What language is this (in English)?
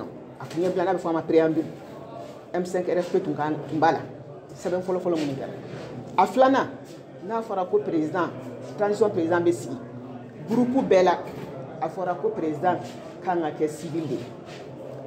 Bambara